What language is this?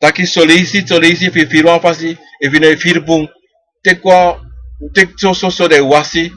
Sranan Tongo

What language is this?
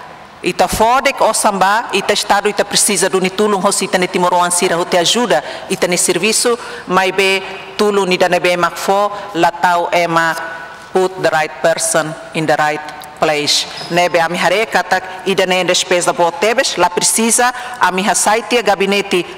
Tetum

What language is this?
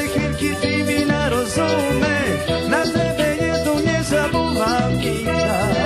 Rusyn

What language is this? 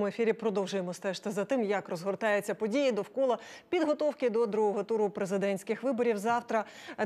Ukrainian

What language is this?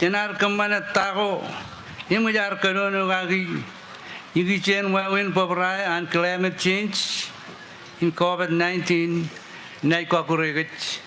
Marshallese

